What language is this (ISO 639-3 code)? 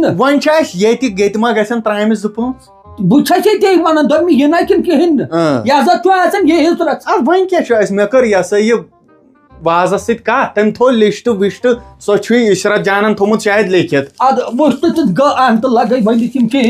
kas